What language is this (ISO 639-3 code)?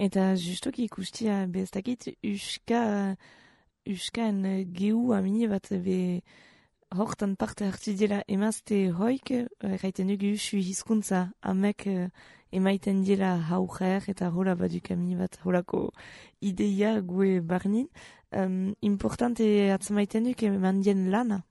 eus